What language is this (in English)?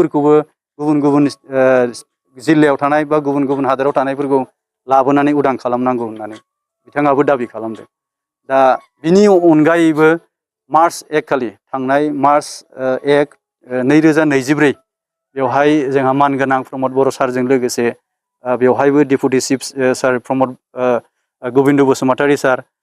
Bodo